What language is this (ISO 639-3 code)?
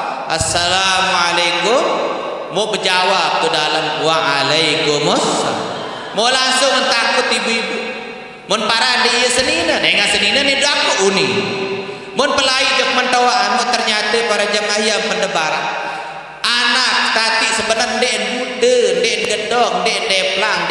sas